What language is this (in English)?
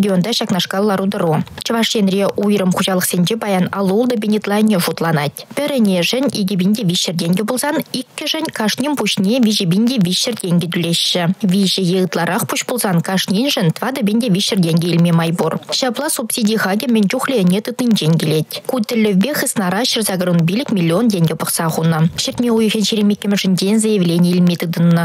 Chuvash